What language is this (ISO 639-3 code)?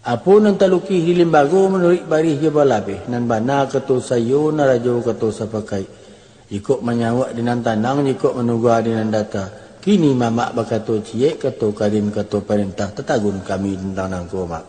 min